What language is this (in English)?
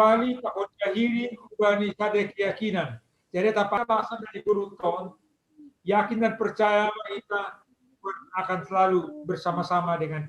Batak Simalungun